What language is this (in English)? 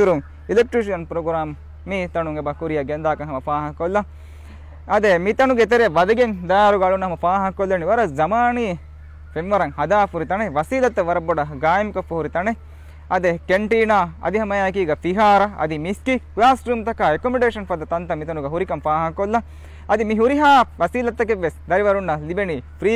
Divehi